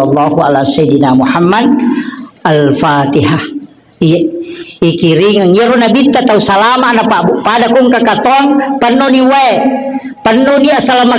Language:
Buginese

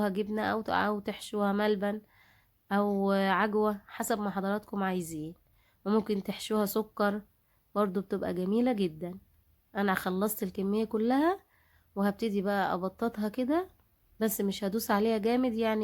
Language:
Egyptian Arabic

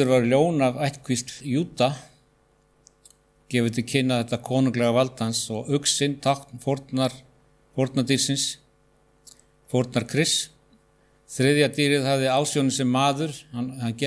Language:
Icelandic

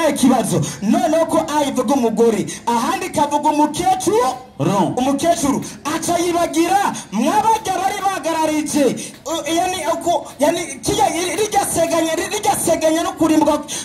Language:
Rundi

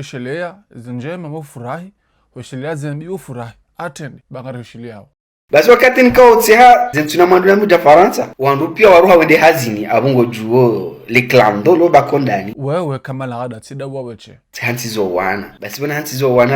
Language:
Ngazidja Comorian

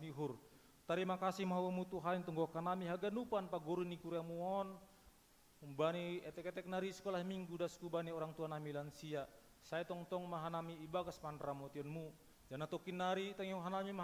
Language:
Batak Simalungun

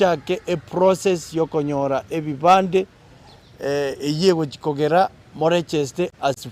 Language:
Gusii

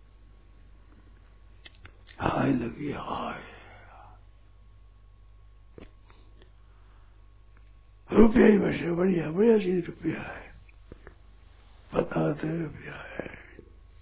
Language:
Hindi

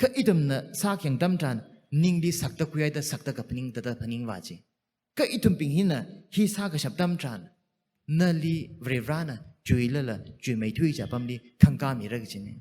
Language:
Tangkhul Naga (India)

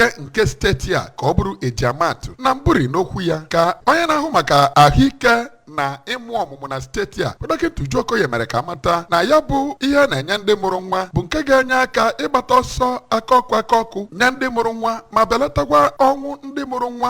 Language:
Igbo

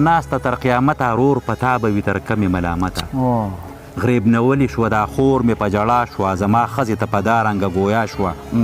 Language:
Pashto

